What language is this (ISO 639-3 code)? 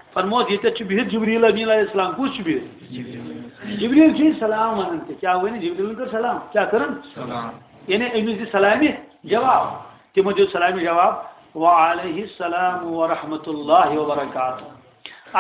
kas